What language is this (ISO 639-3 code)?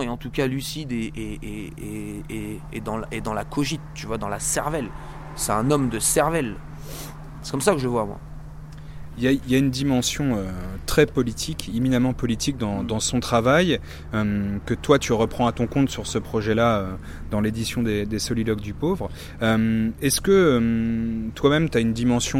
fra